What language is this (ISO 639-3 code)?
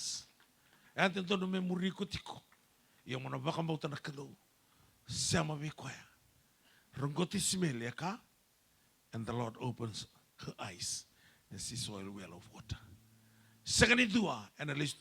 fij